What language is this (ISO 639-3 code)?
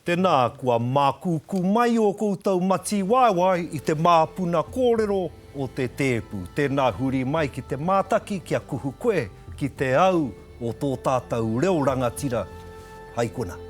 mri